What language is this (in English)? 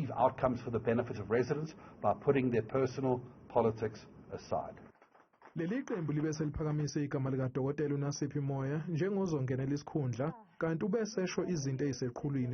Zulu